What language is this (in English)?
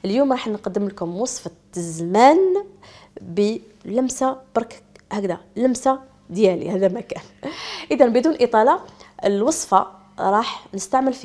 Algerian Arabic